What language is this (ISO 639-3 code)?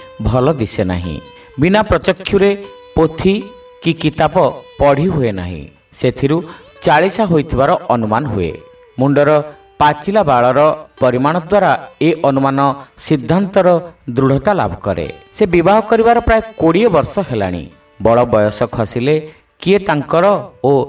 ori